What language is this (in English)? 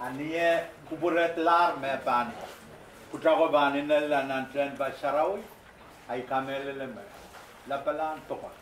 Pohnpeian